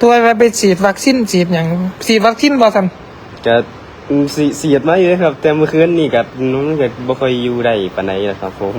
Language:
Northeastern Thai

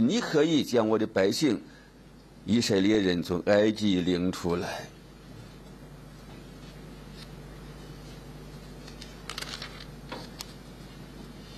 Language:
Chinese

